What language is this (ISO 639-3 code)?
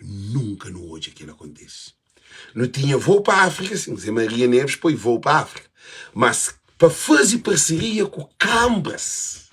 kea